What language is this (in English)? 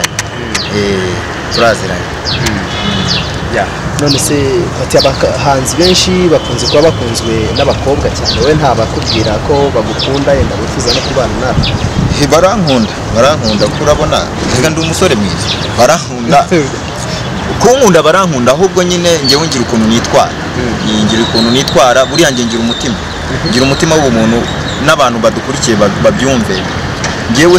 Kinyarwanda